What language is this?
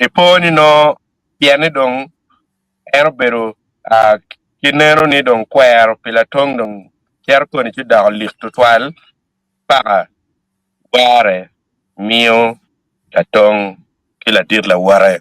Acoli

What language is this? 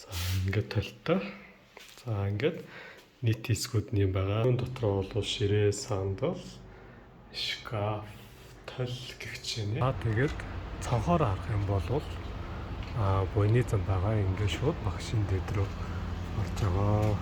Mongolian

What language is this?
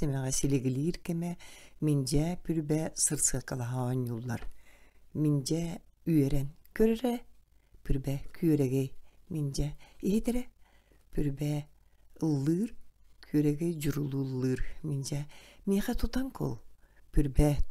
Yakut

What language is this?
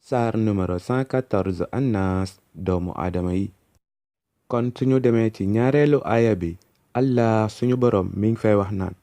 Wolof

